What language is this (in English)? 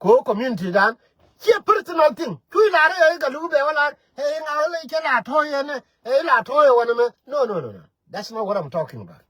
Nuer